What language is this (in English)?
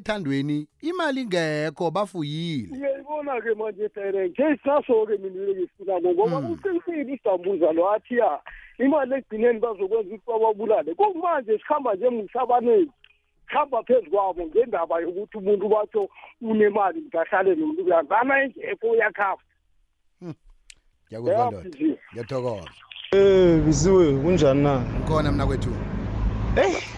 South Ndebele